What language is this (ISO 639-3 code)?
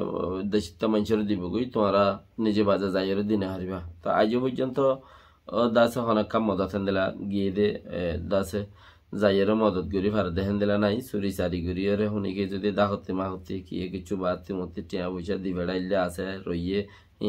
rhg